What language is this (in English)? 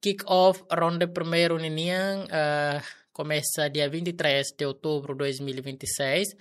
Tetum